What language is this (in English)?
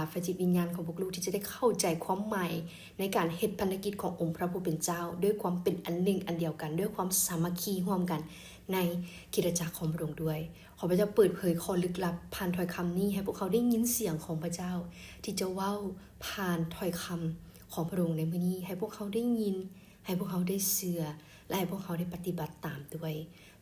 Lao